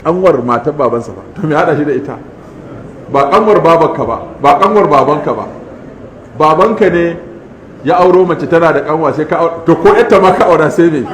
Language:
Hausa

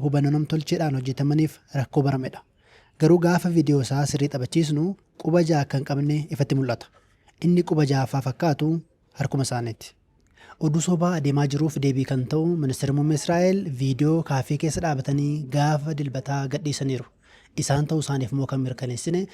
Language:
Oromo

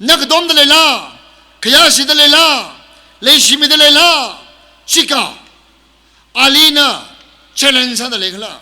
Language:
Tangkhul Naga (India)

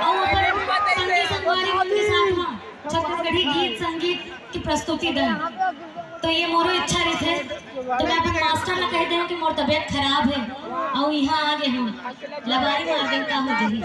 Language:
Chhattisgarhi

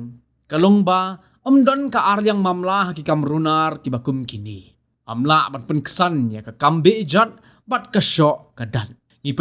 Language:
Khasi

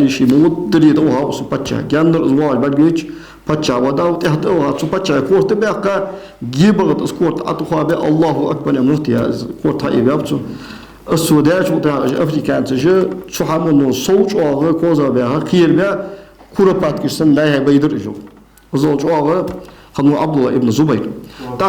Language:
Ingush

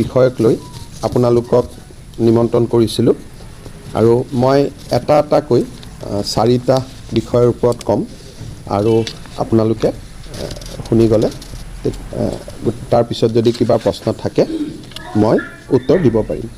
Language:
Assamese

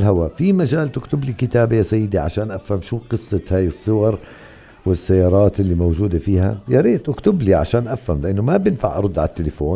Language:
North Levantine Arabic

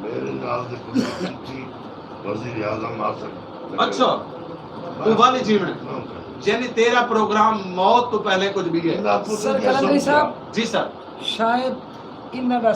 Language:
Saraiki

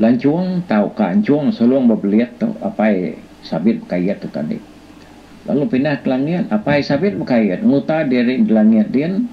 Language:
Iban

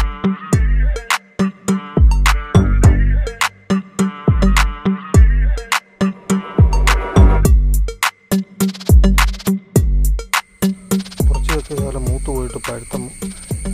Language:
Malayalam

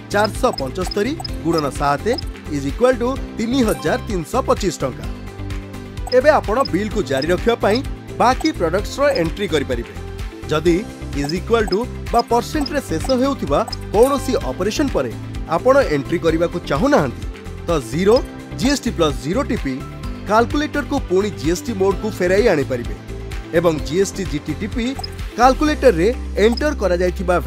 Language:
Odia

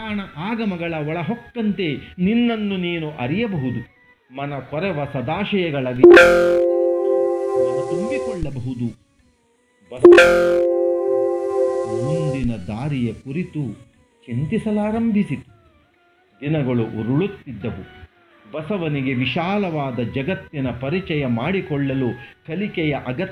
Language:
Kannada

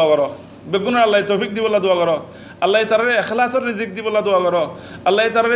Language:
Rohingya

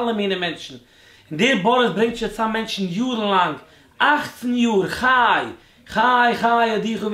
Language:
Yiddish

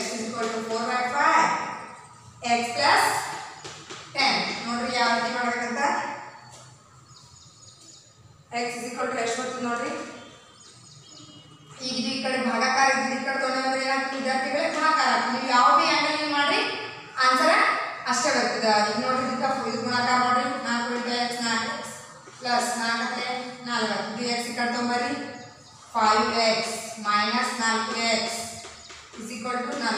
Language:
Kannada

